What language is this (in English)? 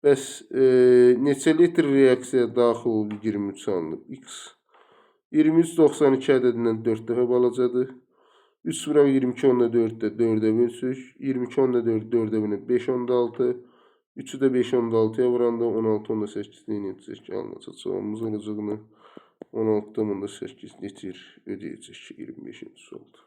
Azerbaijani